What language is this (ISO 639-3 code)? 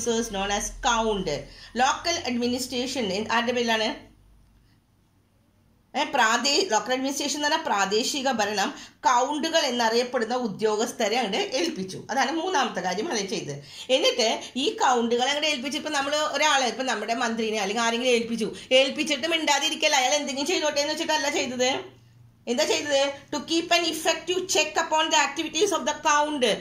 mal